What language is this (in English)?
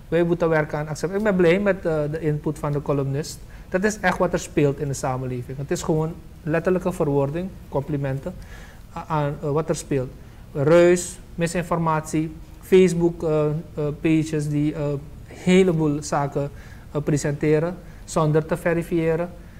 Dutch